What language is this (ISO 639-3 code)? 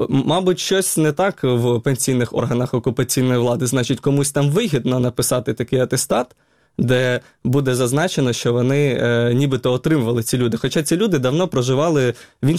ukr